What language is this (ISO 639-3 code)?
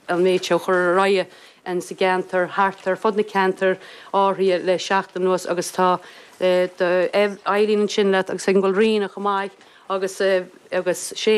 gle